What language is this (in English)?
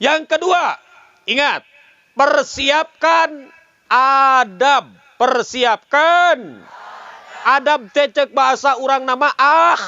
Sundanese